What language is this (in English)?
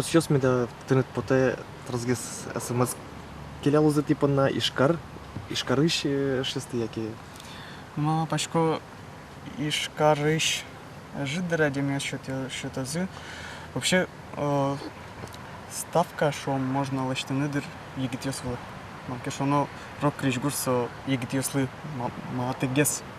Udmurt